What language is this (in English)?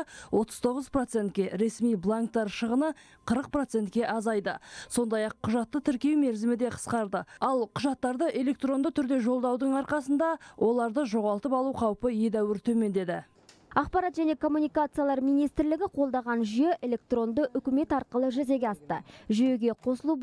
Kazakh